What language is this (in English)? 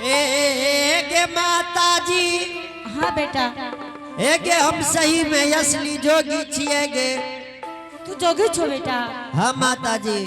Angika